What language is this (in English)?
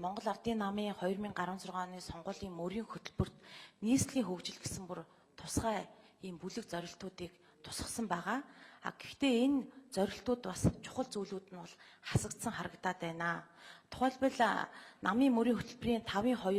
Mongolian